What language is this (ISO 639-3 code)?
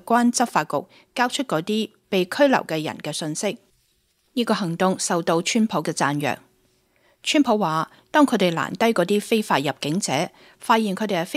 yue